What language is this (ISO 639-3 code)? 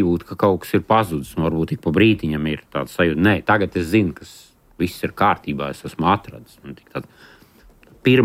lav